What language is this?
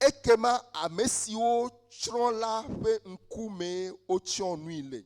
Ewe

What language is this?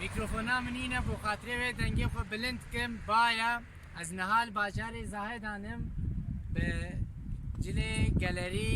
Kurdish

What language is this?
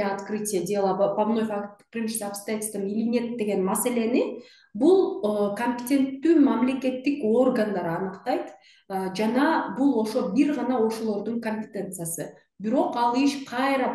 Kyrgyz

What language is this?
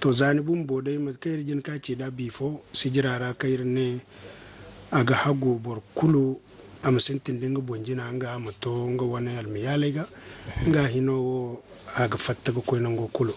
Zarma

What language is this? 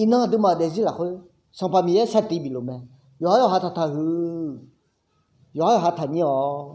Akha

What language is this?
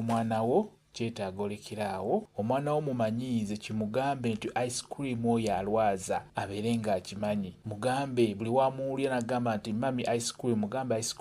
Ganda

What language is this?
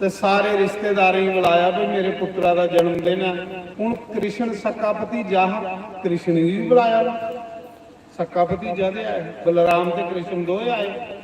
Dogri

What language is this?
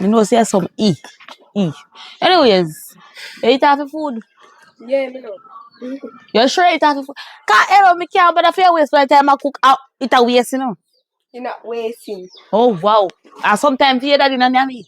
Jamaican Creole English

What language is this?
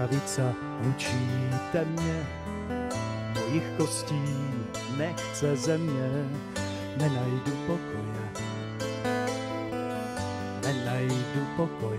Czech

